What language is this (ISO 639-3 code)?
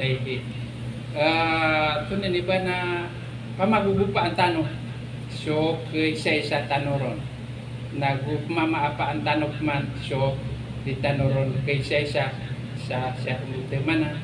mrw